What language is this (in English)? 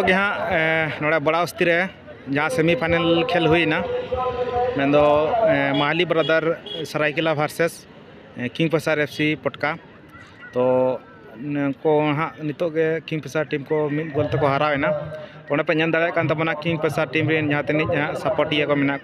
Santali